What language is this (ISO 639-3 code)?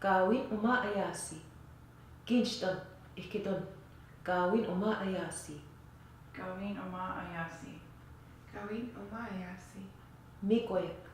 ojw